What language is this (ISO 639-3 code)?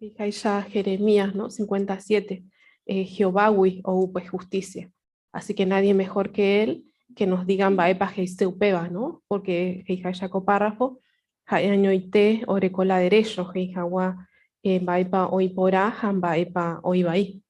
grn